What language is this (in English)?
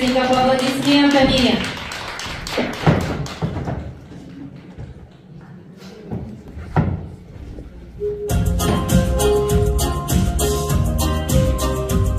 Russian